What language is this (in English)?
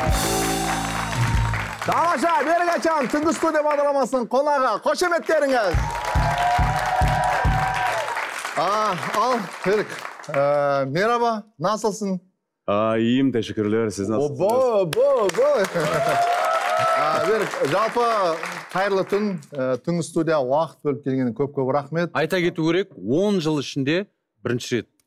Kazakh